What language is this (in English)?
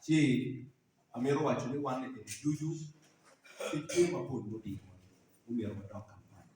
Acoli